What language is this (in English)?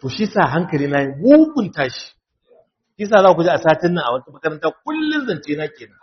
Hausa